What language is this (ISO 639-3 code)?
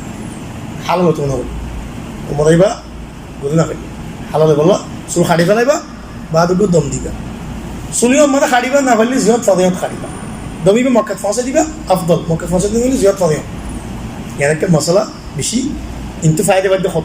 rhg